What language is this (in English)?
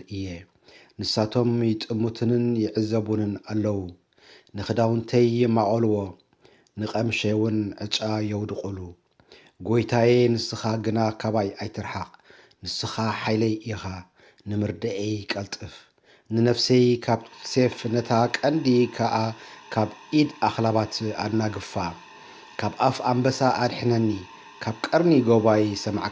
Tigrinya